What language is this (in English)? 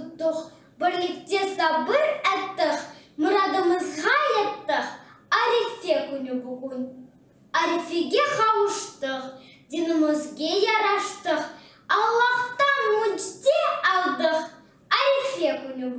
Crimean Tatar